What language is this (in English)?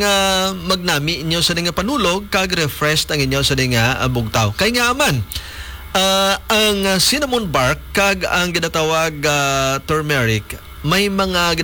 Hiligaynon